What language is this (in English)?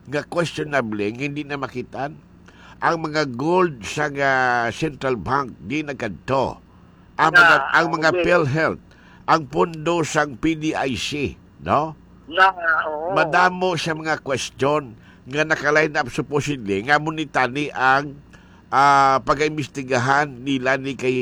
Hiligaynon